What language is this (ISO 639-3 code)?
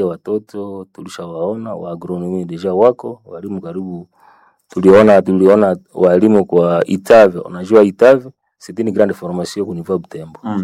swa